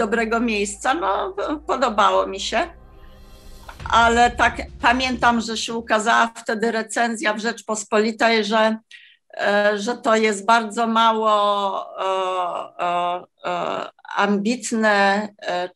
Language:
Polish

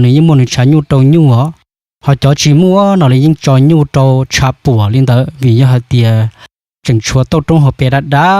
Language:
Hmong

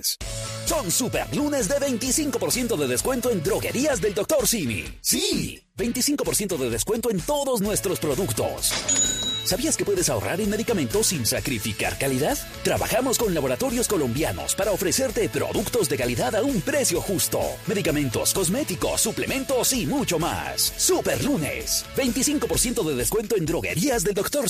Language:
Spanish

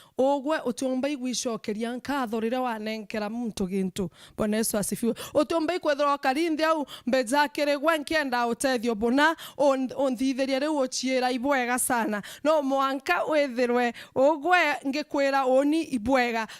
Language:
Meru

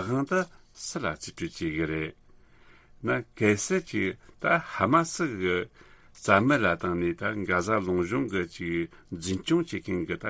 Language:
Tibetan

